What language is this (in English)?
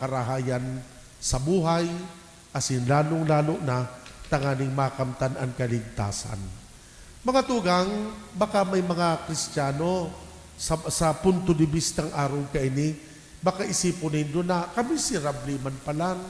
Bikol